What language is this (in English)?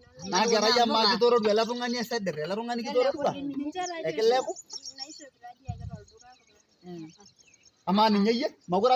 Masai